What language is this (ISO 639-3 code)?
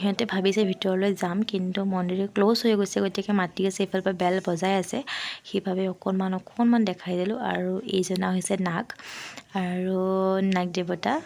asm